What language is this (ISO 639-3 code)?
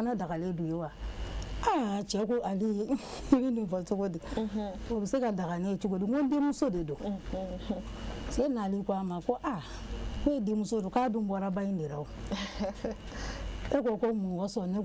bam